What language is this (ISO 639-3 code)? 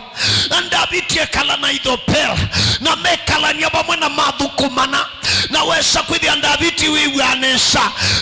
kam